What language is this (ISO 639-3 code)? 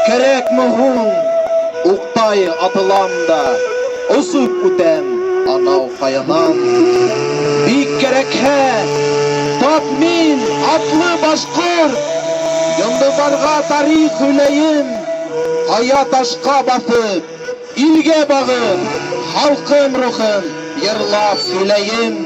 bak